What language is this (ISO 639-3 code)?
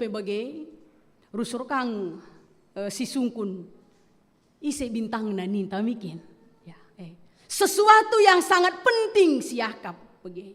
btx